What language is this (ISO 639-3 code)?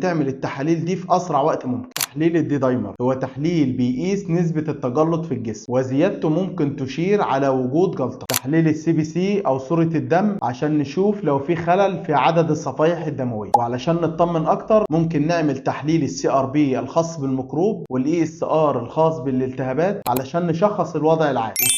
arz